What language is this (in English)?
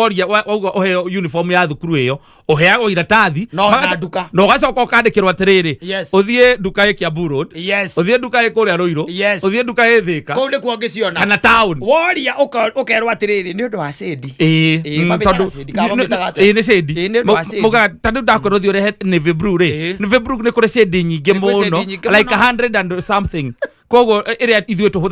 Kikuyu